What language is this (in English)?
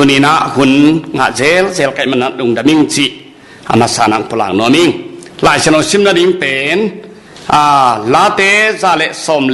Tedim Chin